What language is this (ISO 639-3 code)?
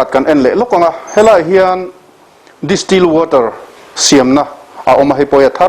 lus